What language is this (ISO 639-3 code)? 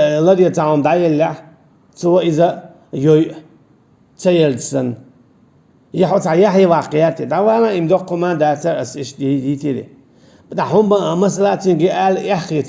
che